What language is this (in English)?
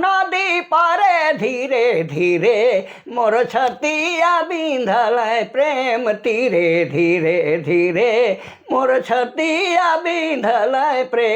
Sadri